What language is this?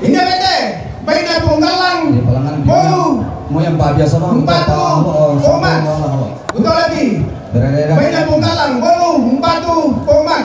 Toraja-Sa'dan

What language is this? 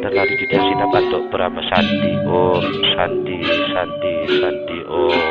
Balinese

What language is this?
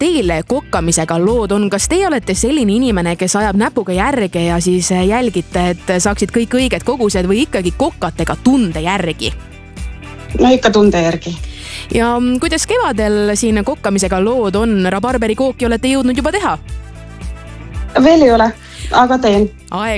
Estonian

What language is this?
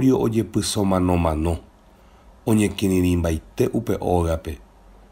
Guarani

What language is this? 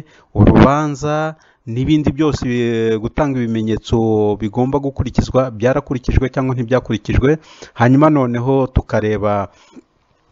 Kinyarwanda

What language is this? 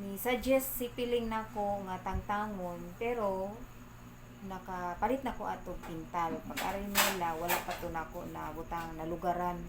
Cebuano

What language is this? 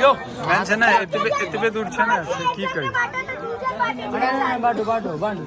Maithili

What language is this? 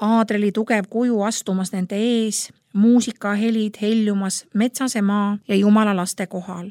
Estonian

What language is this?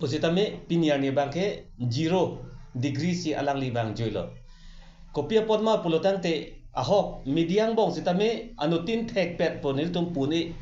Karbi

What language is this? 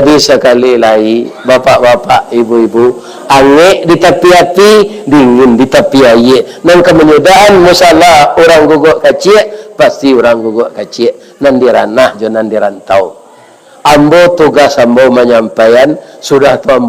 Minangkabau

